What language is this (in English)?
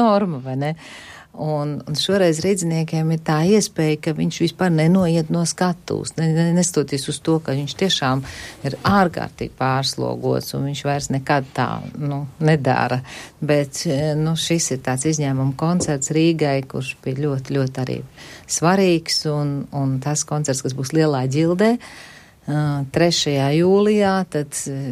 Latvian